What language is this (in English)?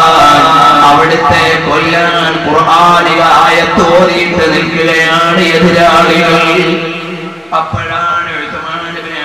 Malayalam